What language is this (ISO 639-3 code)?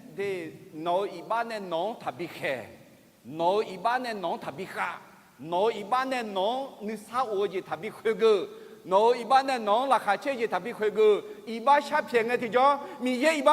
ahk